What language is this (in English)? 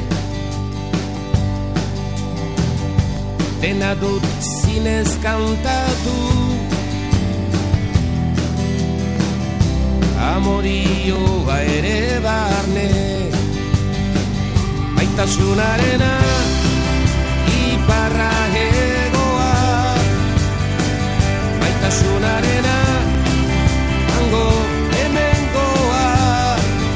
Basque